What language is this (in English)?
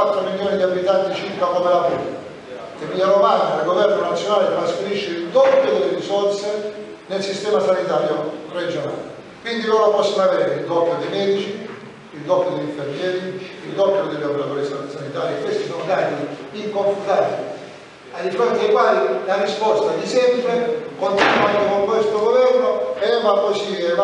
Italian